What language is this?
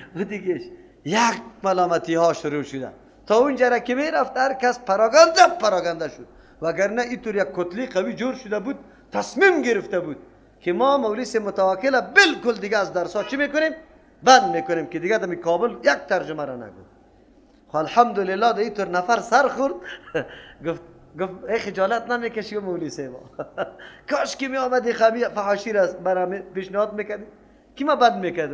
Persian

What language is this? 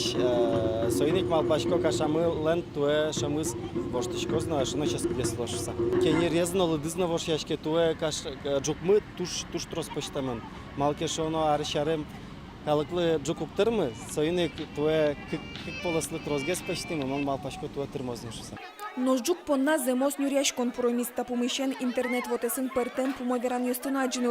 Udmurt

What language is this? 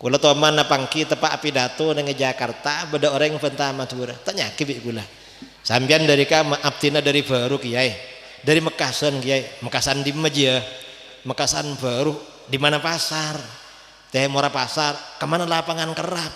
Madurese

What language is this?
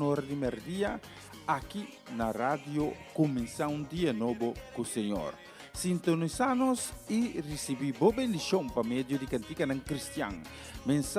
Papiamento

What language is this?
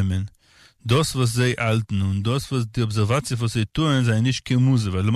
Yiddish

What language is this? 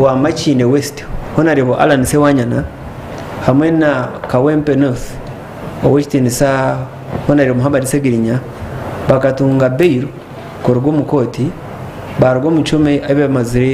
Nyankole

